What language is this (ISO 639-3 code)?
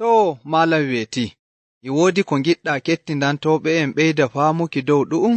fuv